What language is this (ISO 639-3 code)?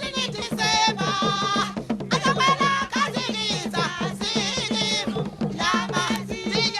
nya